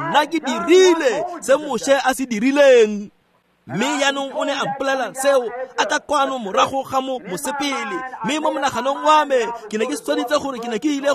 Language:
Tswana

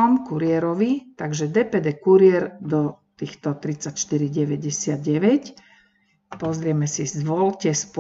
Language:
Slovak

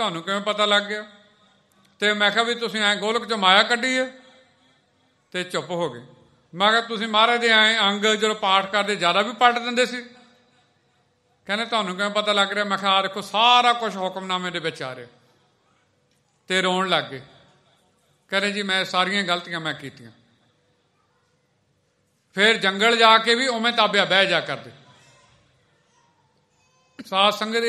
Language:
Punjabi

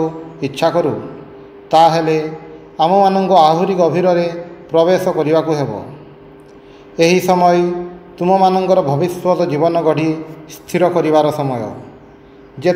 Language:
Odia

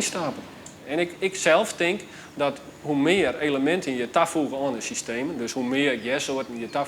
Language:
Western Frisian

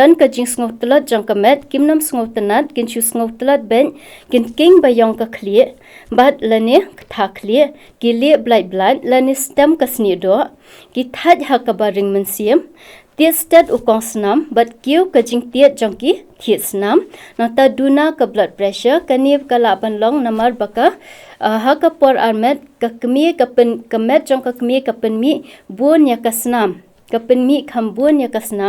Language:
Khasi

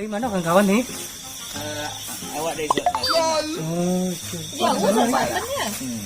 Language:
Minangkabau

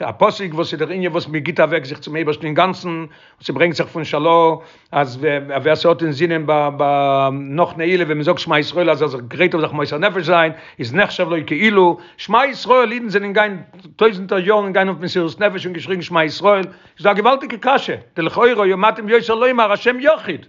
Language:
Yiddish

